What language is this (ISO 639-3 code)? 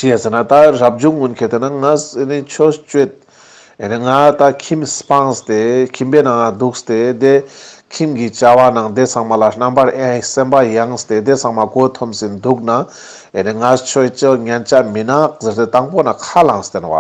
lbj